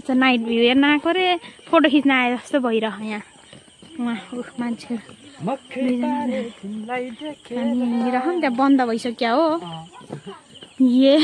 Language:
Nepali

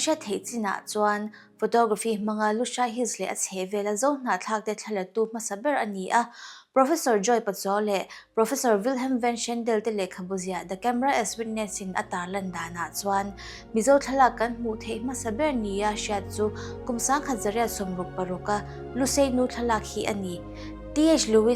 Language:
Mizo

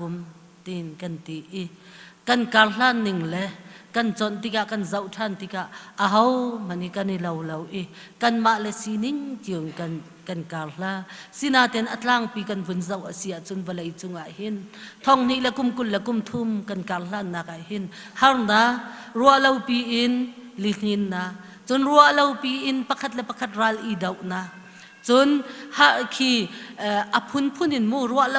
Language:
Hakha Chin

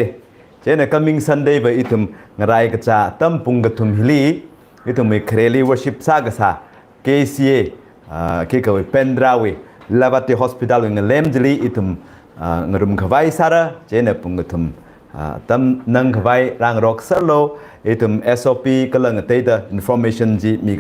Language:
Tangkhul Naga (India)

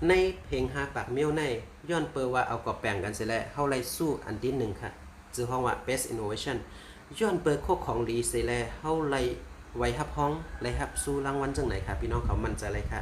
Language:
Shan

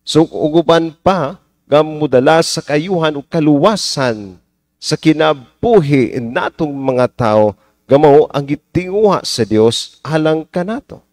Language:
Cebuano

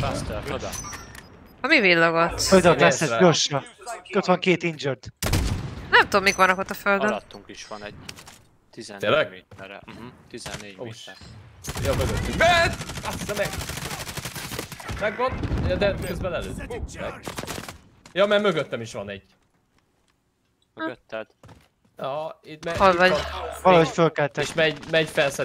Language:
Hungarian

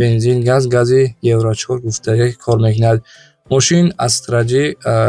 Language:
Tajik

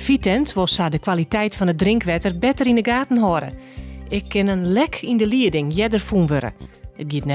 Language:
Western Frisian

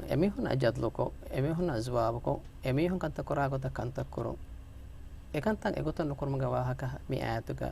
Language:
Divehi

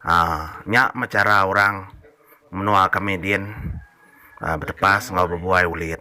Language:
Iban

